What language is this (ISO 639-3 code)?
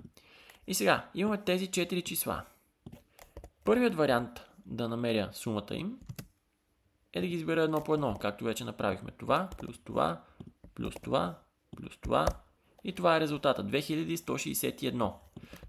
bul